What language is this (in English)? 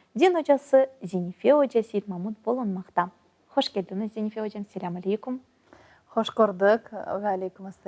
Crimean Tatar